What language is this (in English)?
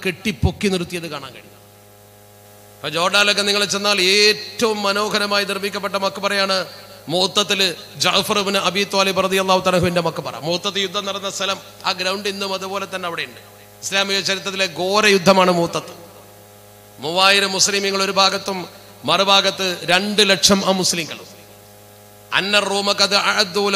Malayalam